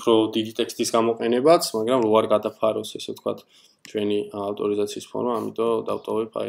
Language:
Georgian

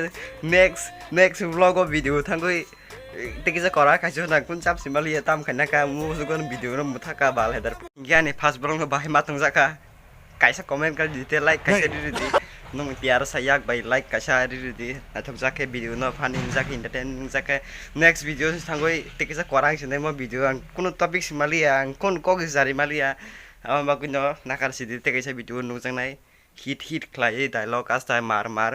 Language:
Kok Borok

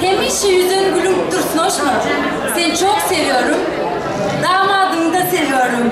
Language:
Turkmen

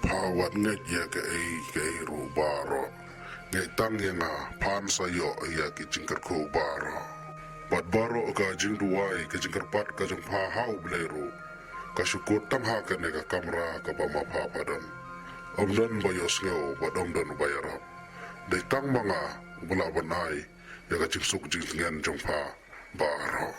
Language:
Khasi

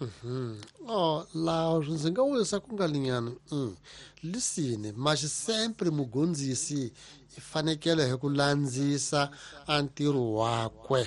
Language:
Tsonga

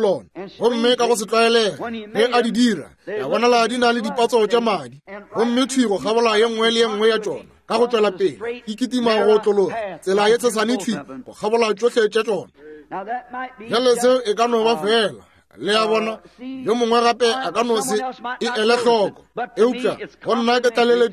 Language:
Northern Sotho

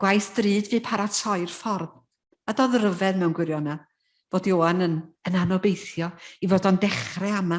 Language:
Welsh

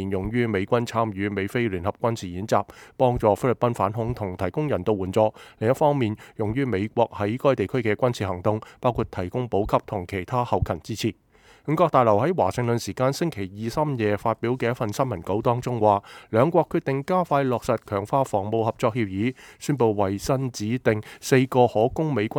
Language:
Cantonese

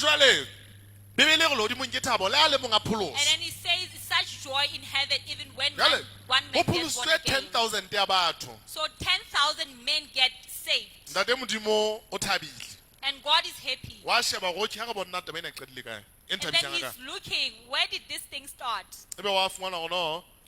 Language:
Southern Sotho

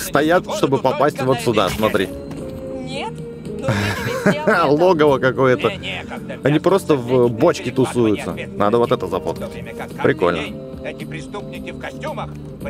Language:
Russian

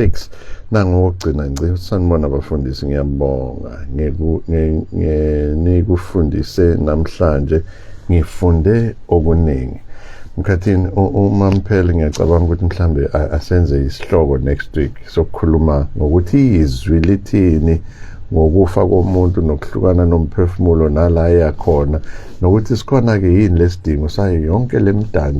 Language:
Zulu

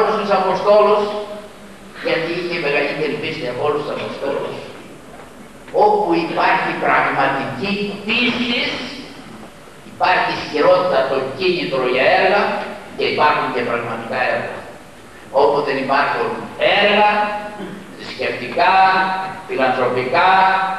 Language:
Greek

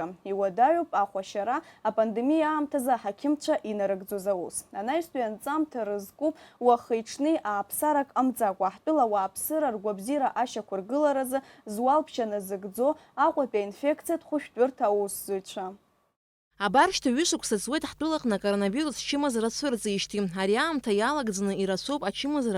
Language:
Abkhazian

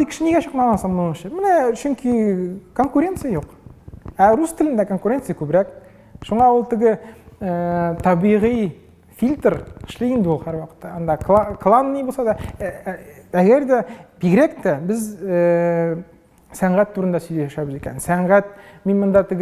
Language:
Tatar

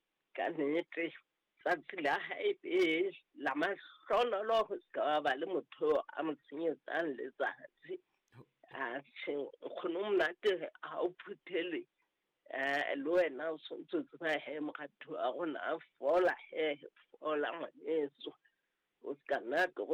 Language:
Southern Sotho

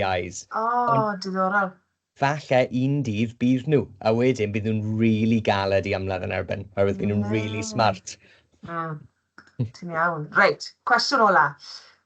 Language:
Welsh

